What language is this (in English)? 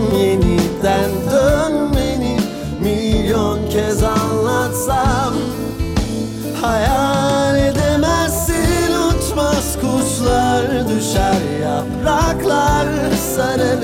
Turkish